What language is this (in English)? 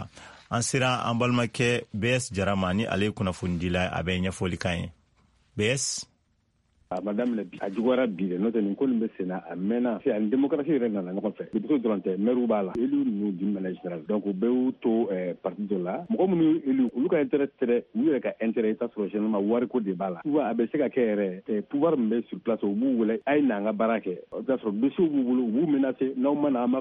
Bambara